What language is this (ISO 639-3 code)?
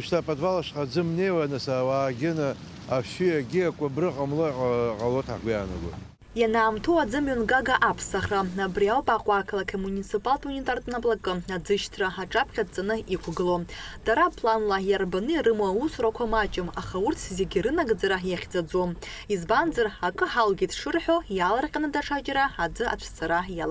abk